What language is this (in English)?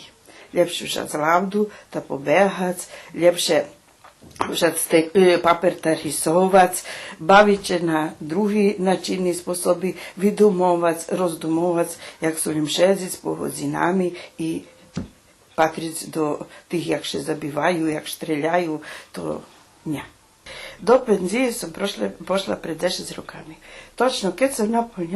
Rusyn